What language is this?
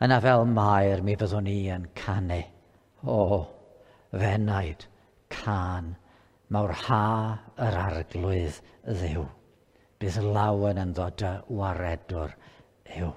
Welsh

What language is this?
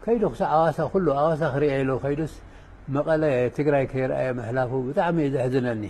Tigrinya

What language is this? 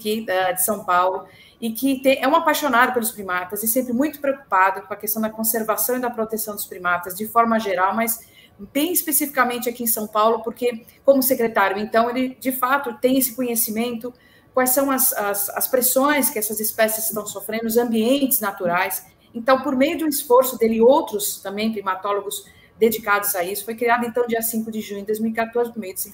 Portuguese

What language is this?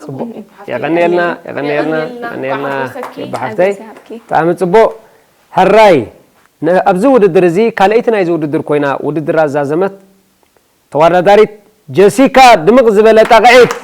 Tigrinya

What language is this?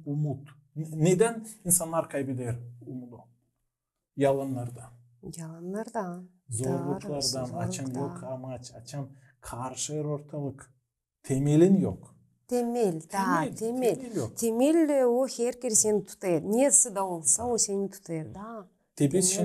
Gagauz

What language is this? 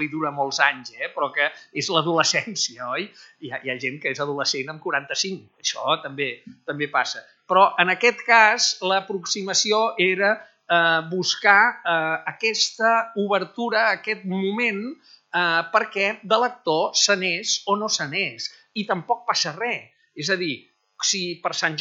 Catalan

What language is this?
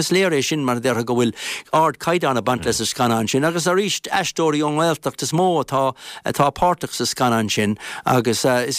Irish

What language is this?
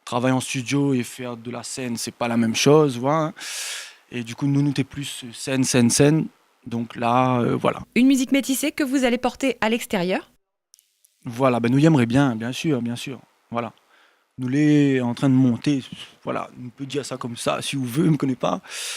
Réunion Creole French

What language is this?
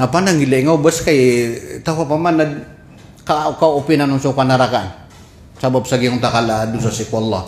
Maranao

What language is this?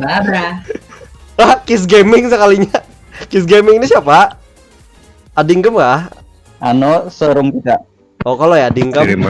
Banjar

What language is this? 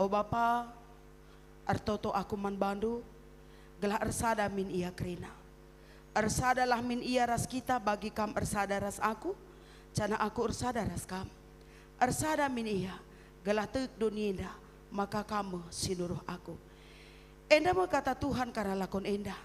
Batak Karo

